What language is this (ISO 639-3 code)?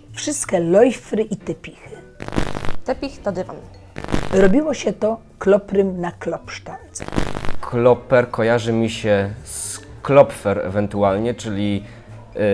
szl